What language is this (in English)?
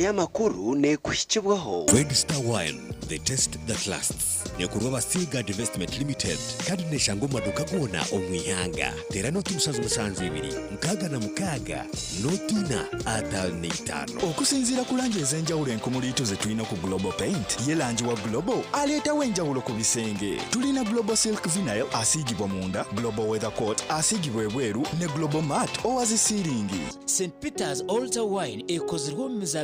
Nyankole